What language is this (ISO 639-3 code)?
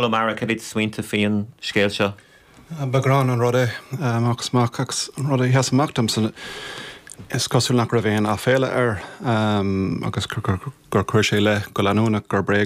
gle